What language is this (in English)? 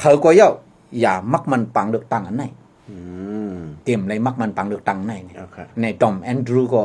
Shan